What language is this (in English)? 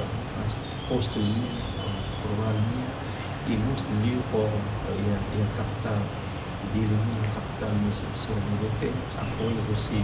Tetum